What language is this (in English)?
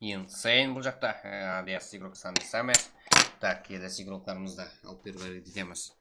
Kara-Kalpak